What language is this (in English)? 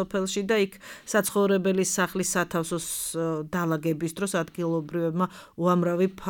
Georgian